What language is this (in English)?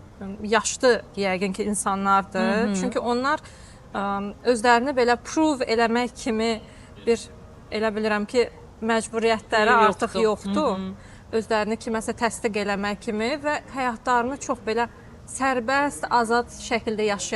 Azerbaijani